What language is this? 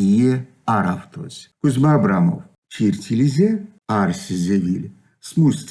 Erzya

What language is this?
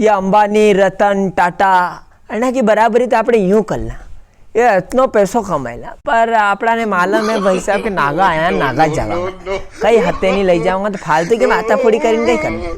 Rajasthani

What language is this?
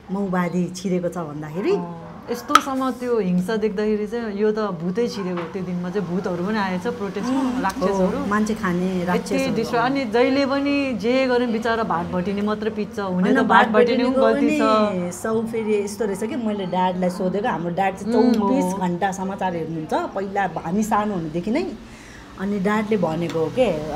Nepali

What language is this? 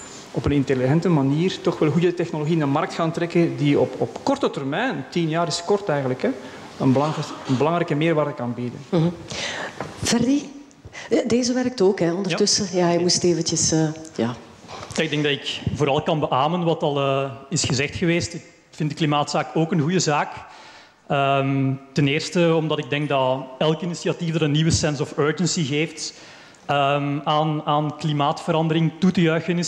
Dutch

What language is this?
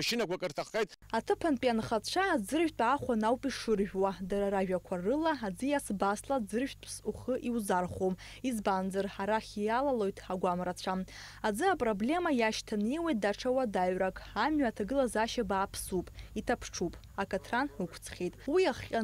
Abkhazian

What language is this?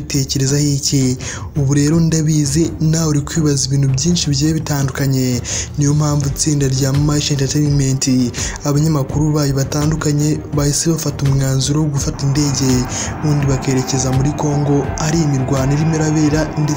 Kinyarwanda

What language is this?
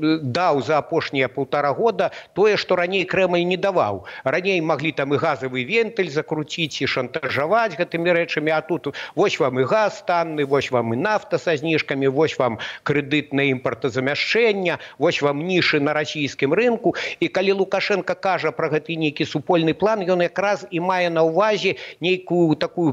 Belarusian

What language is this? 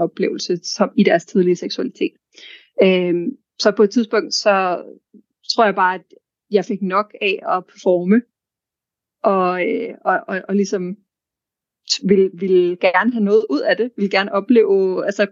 Danish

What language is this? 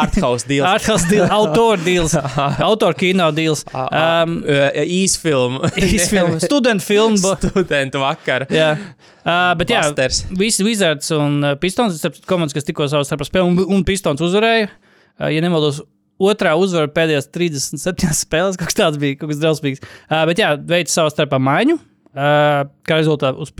Latvian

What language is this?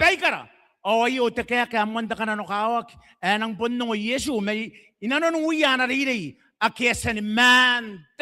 Gilbertese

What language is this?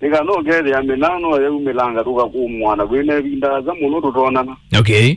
Kamba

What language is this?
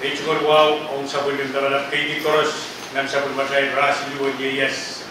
Pohnpeian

